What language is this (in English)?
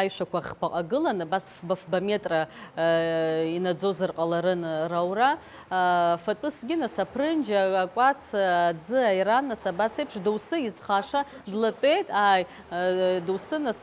Abkhazian